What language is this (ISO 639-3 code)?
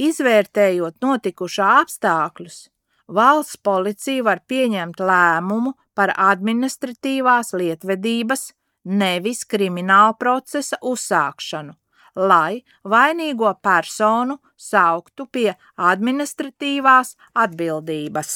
lav